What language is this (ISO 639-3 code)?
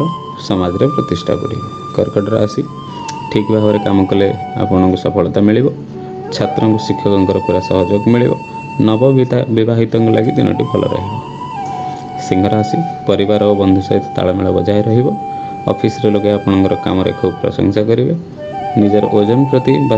ori